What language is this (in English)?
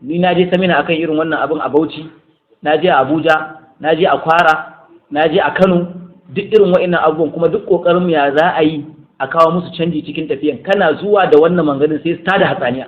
Hausa